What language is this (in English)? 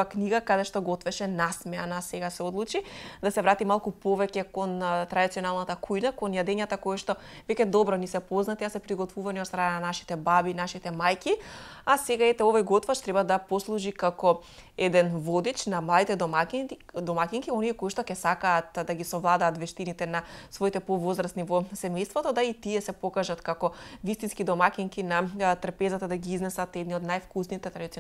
Macedonian